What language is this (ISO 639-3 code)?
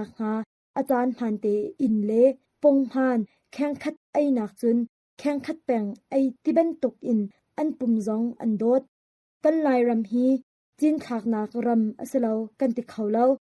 cnh